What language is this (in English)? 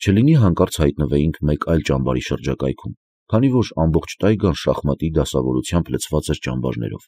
Armenian